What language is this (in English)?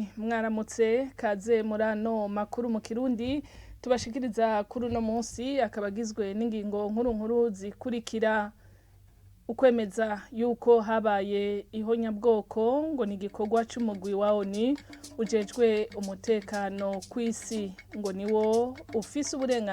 Rundi